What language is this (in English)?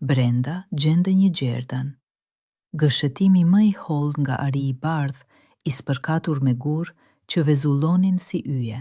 Albanian